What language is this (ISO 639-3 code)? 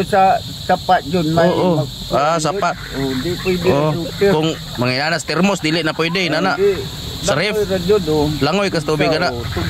ceb